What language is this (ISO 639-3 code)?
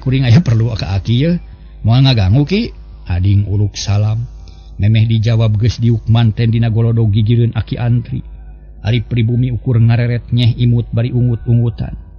sun